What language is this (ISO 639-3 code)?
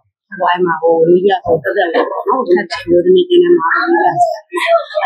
mya